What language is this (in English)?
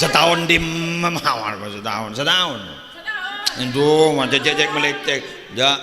Madurese